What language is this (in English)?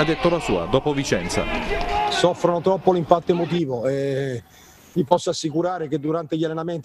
Italian